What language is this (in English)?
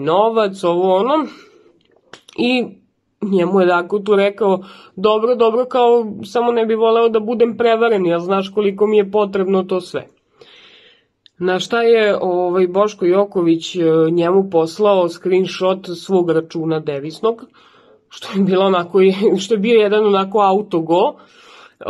Serbian